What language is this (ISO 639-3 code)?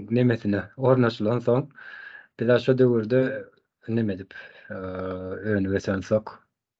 tuk